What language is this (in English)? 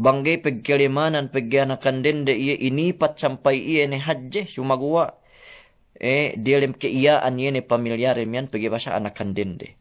Yakan